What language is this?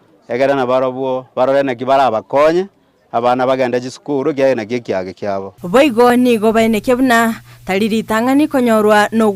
Gusii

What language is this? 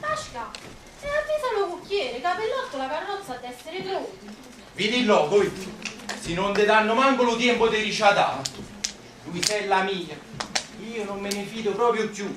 Neapolitan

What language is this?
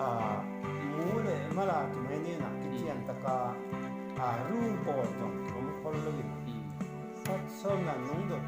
Tedim Chin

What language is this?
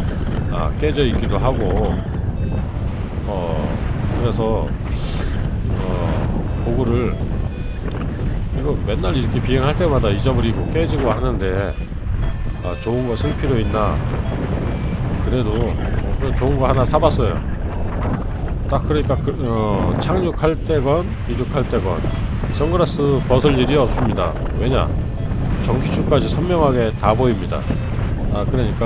Korean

